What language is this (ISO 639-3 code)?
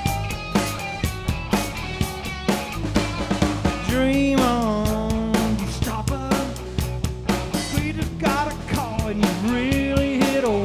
eng